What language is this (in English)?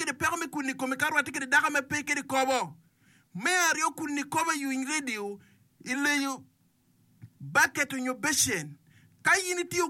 Acoli